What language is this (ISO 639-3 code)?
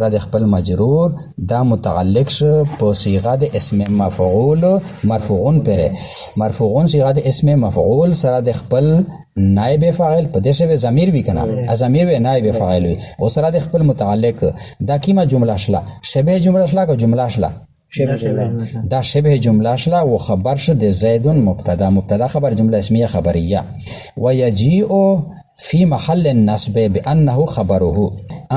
pus